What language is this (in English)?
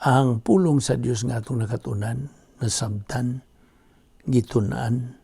Cebuano